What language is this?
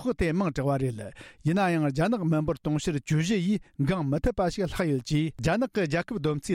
Tibetan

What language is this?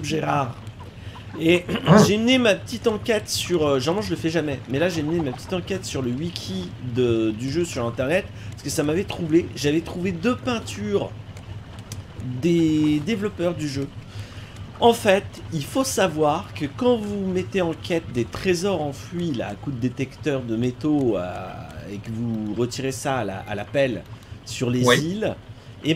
French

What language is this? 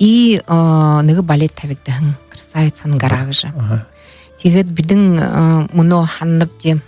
Buriat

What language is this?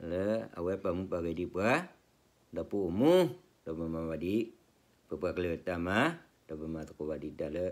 S'gaw Karen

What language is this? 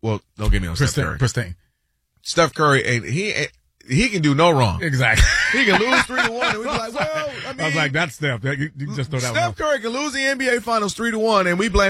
English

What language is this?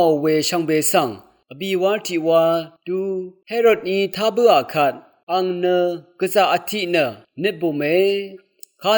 Rawang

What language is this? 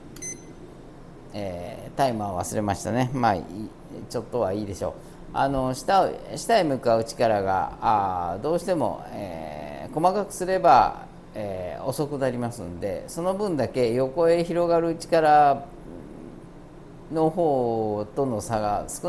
Japanese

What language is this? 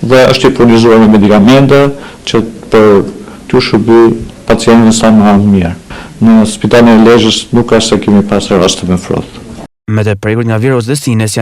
Albanian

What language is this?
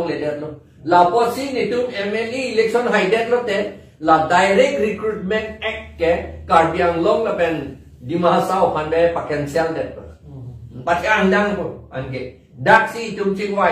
Karbi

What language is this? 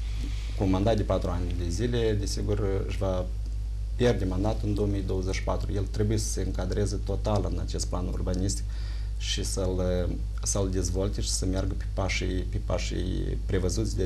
Romanian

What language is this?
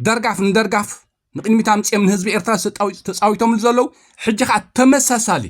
Tigrinya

